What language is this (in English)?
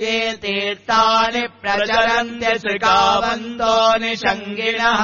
Sanskrit